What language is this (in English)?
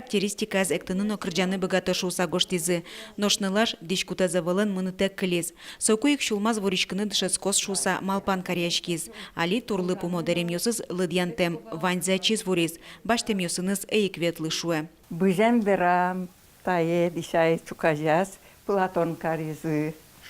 Udmurt